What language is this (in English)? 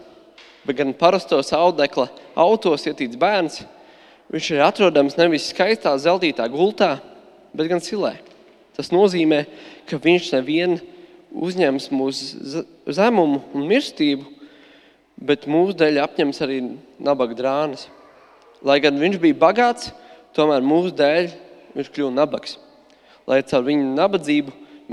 Latvian